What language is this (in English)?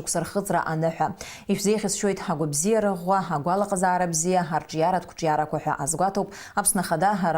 Abkhazian